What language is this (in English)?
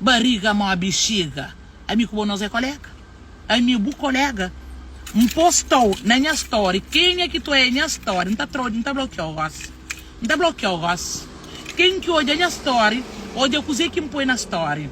Kabuverdianu